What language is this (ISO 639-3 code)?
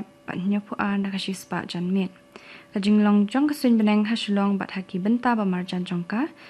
kha